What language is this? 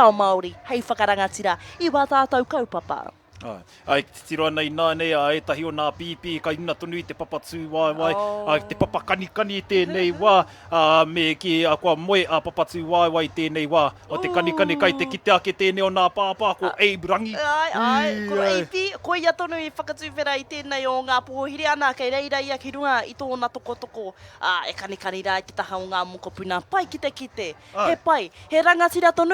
Māori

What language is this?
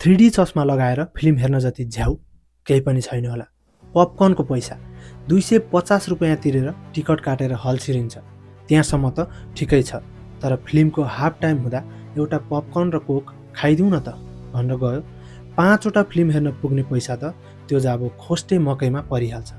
Nepali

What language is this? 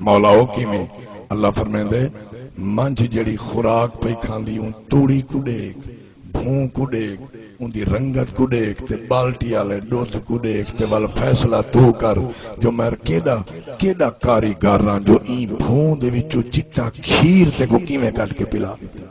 Saraiki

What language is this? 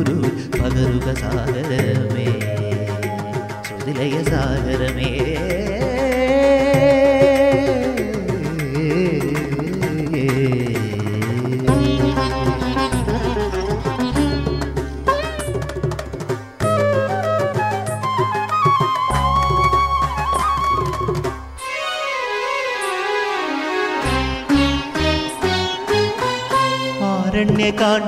Malayalam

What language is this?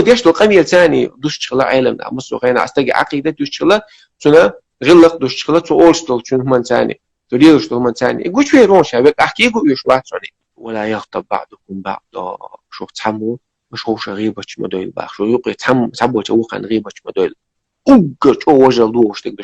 Chechen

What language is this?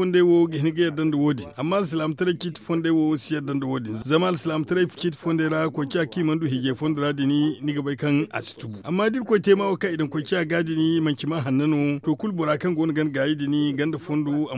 Zarma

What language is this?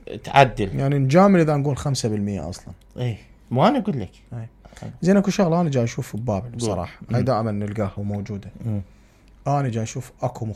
Mesopotamian Arabic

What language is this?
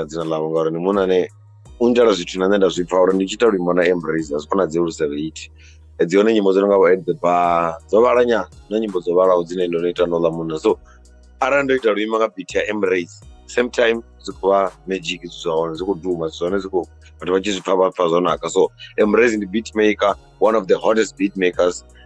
Venda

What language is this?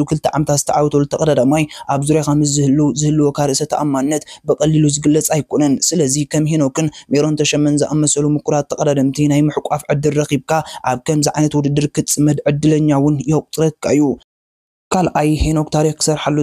Tigrinya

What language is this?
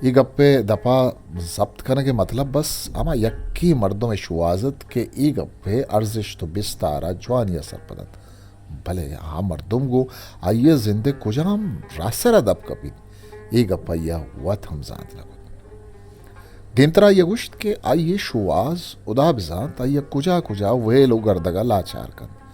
Eastern Balochi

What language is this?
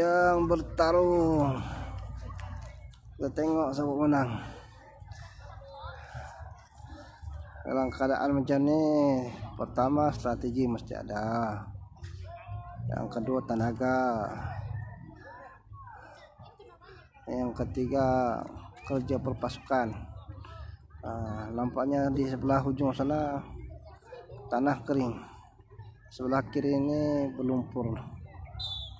Malay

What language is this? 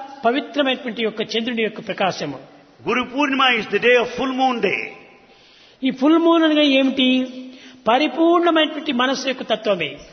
Telugu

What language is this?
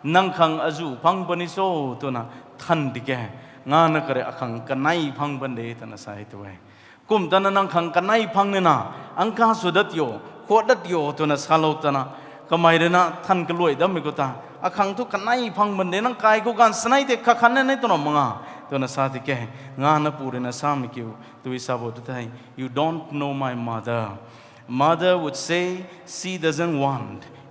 Rongmei Naga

